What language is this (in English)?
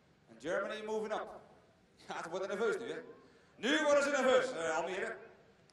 Dutch